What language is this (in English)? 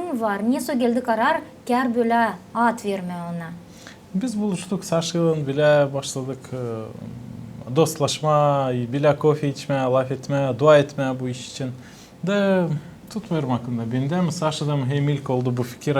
Gagauz